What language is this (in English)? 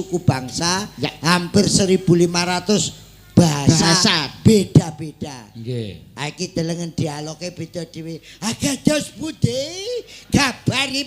Javanese